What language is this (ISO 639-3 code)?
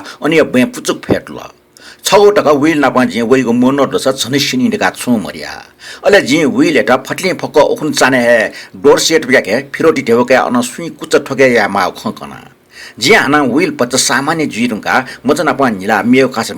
new